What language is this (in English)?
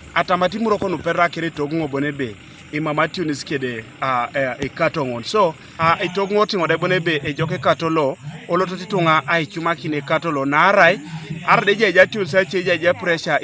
Teso